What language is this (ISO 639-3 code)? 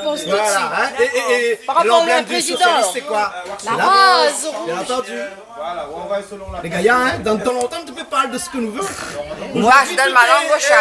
rcf